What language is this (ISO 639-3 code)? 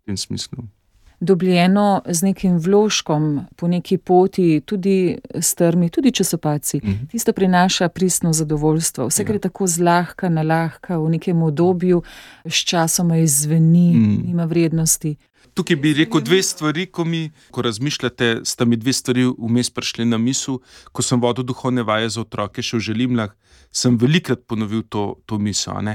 slv